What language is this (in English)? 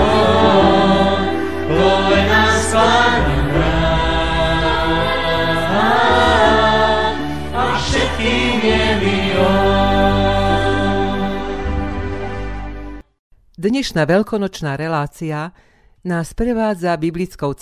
Slovak